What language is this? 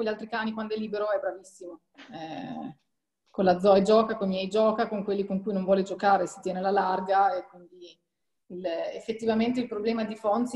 Italian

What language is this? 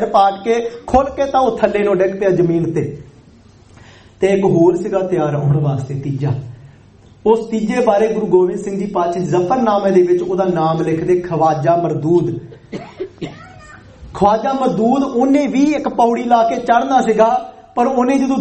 Punjabi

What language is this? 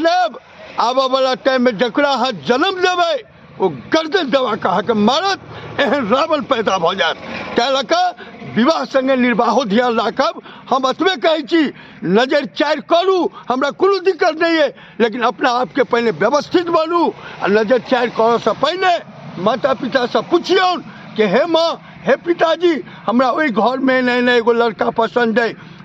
Maithili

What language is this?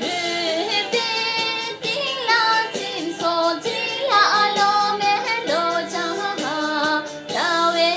Tibetan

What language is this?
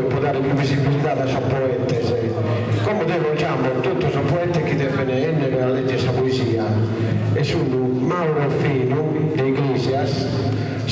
Sardinian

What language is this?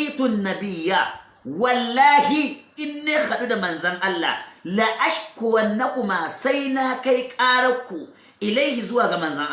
Hausa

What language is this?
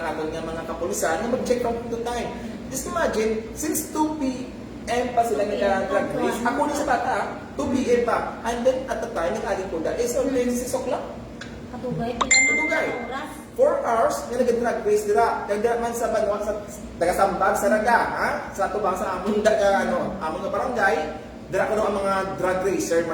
Hiligaynon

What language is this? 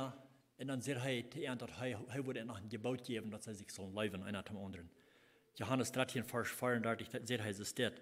Plautdietsch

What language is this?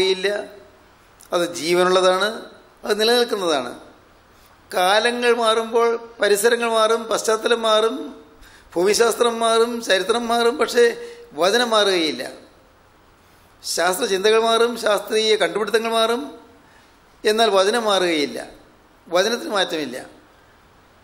Malayalam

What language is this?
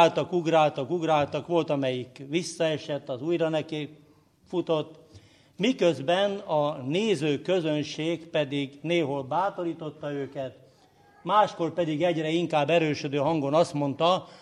Hungarian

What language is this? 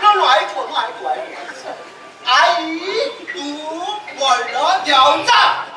Konkani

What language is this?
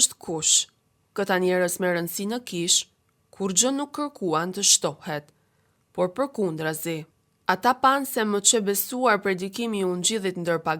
Albanian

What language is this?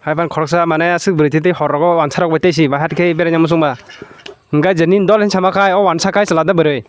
Kok Borok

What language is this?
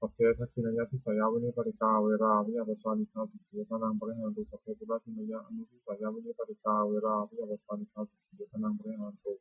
Pali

